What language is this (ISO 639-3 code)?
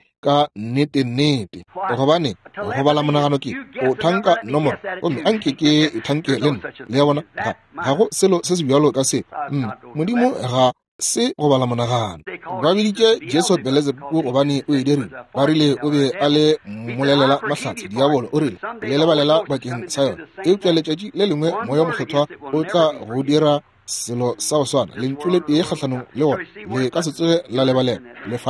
nso